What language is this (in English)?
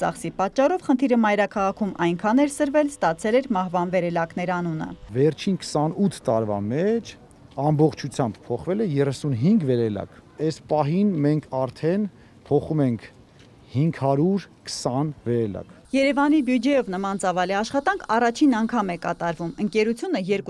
Armenian